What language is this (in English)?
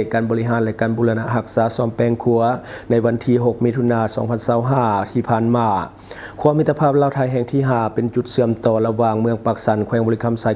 Lao